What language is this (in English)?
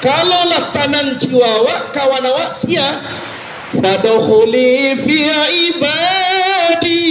Minangkabau